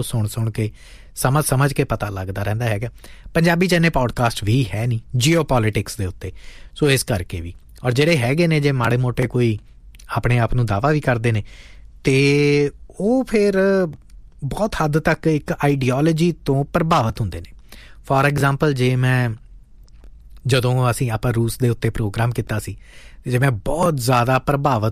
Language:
Punjabi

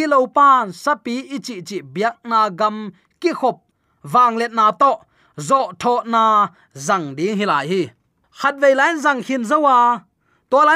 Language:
Tedim Chin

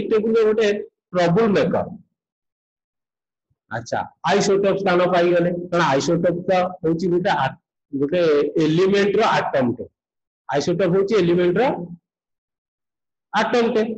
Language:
Odia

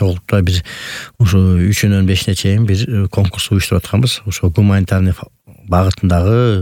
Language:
Kyrgyz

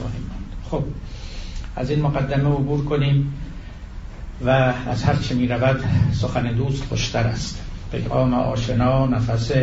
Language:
Persian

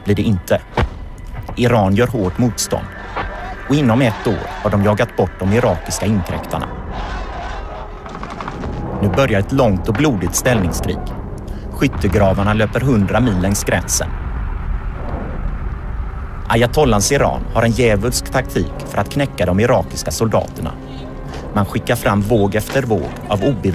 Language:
Swedish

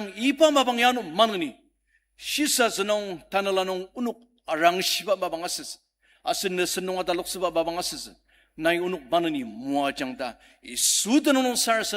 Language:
Ao Naga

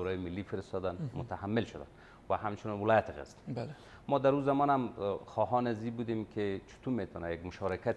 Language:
Persian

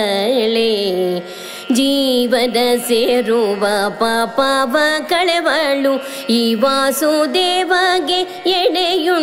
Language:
Kannada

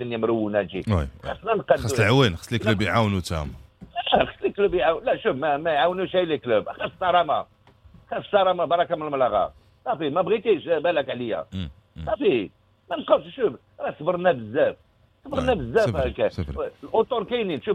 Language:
Moroccan Arabic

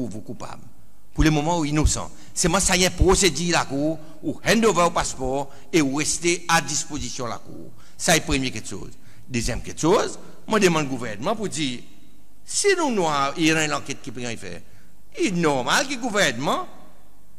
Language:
Seselwa Creole French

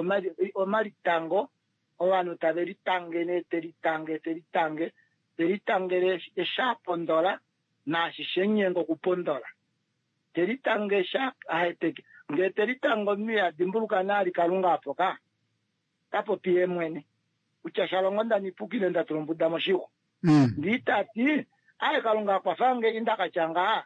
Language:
Kuanyama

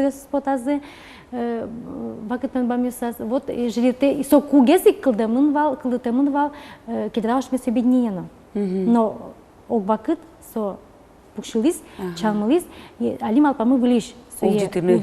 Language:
Udmurt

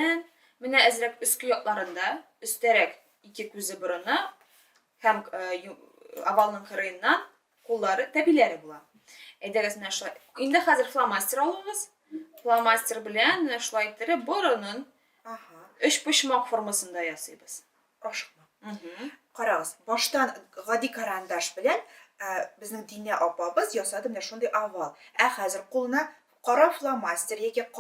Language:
Tatar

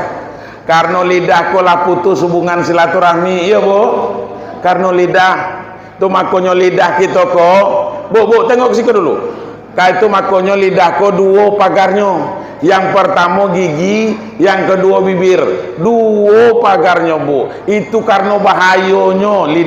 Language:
Minangkabau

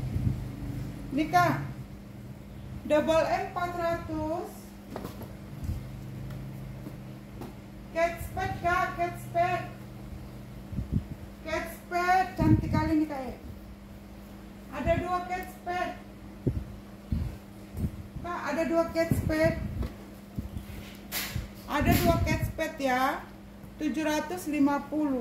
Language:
Indonesian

